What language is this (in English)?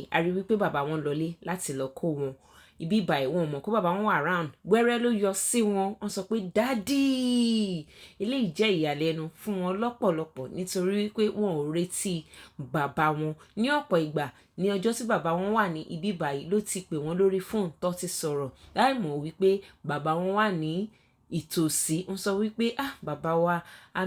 Yoruba